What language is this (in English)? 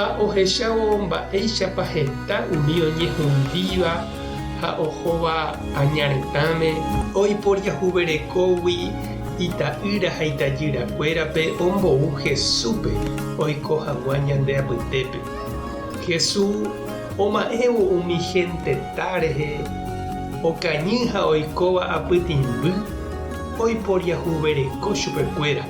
Guarani